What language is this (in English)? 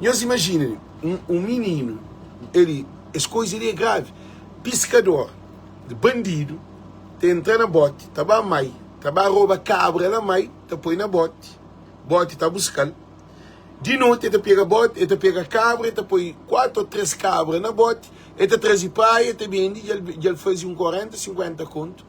Kabuverdianu